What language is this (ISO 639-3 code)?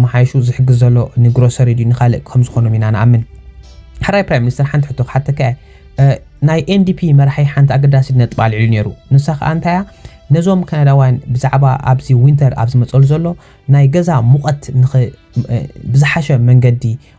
tir